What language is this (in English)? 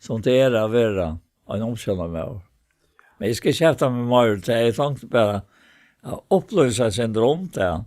Faroese